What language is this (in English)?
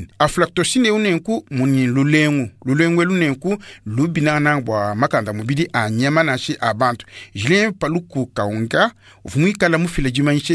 Luba-Lulua